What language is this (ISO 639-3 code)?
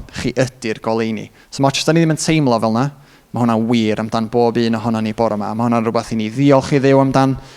cym